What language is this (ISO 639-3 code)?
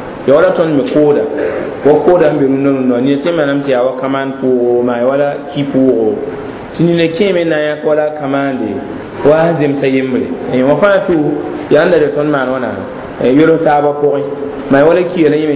mos